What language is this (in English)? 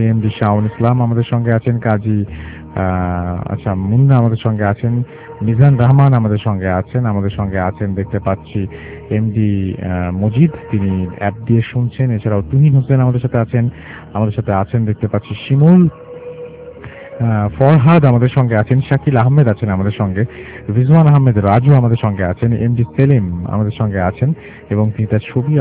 Bangla